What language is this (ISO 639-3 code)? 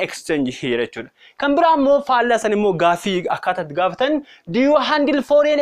orm